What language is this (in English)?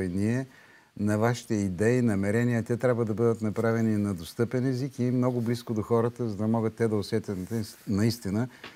Bulgarian